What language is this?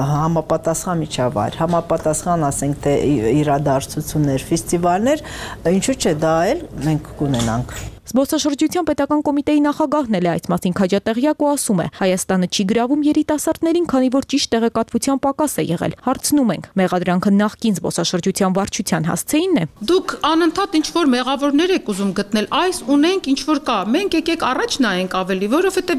Armenian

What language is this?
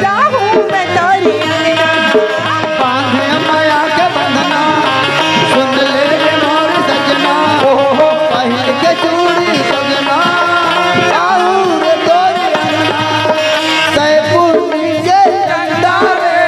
Chhattisgarhi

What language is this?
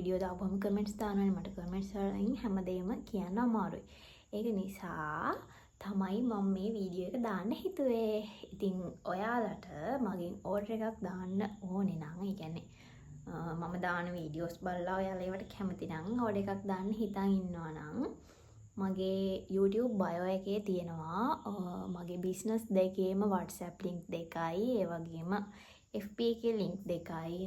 Sinhala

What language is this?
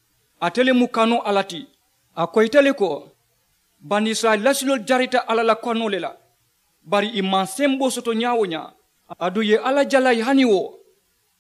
Mandingo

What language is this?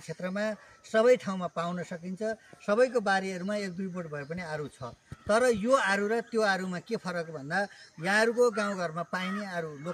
Nepali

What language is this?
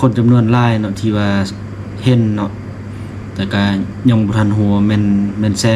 Lao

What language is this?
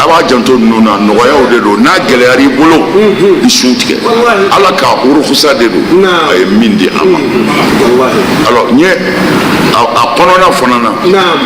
Bambara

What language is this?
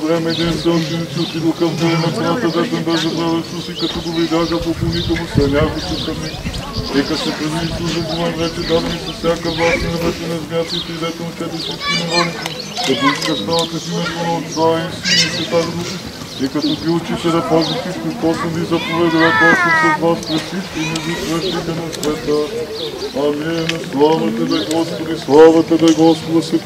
Bulgarian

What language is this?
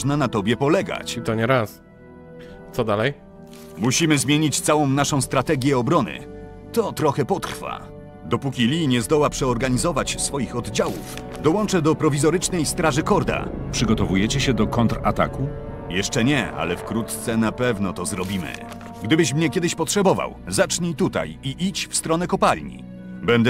Polish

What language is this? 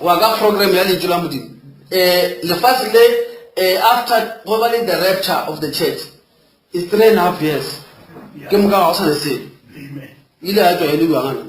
Northern Sotho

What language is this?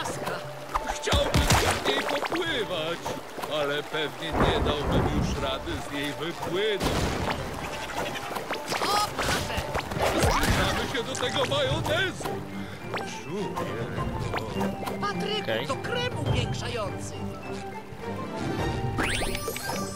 Polish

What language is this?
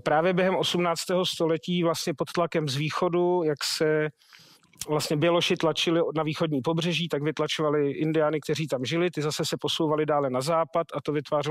Czech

